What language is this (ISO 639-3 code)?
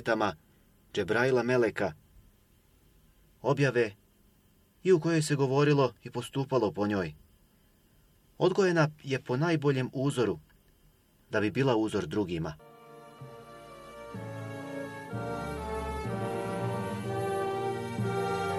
bos